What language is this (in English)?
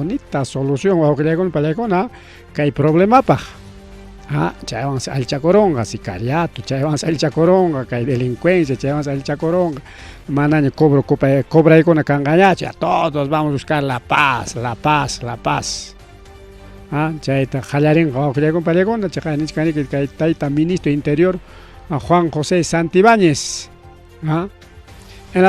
Ayacucho Quechua